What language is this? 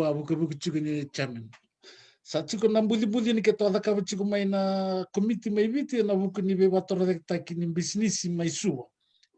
Fijian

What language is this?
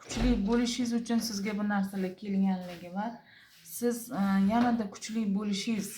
Uzbek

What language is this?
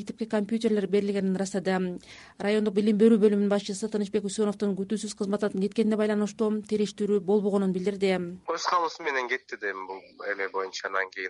Kyrgyz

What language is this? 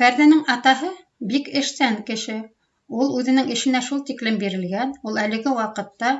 Bashkir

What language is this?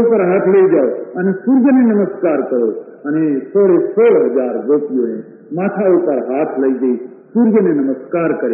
Gujarati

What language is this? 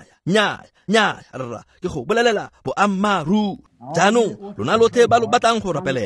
Tswana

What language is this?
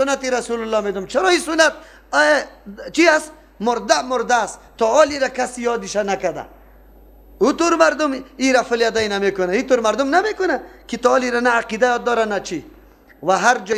Persian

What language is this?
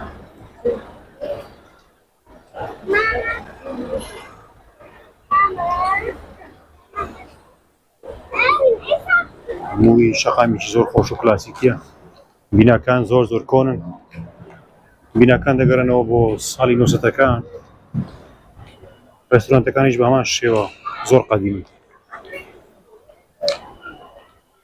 Central Kurdish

